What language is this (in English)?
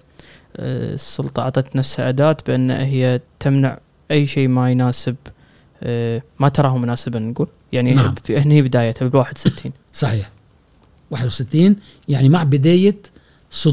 Gulf Arabic